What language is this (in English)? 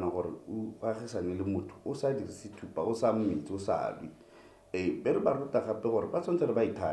Tswana